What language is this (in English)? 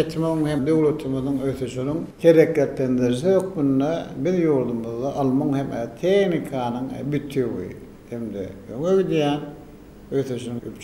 Turkmen